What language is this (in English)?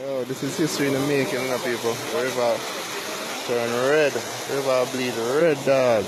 Jamaican Creole English